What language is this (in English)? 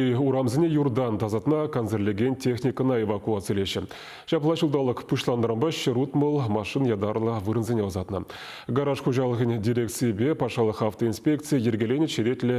Chuvash